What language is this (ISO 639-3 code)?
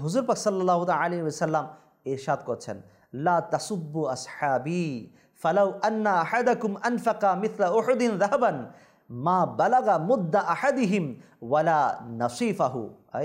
ben